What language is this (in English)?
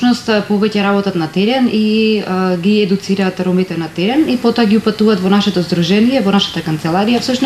Macedonian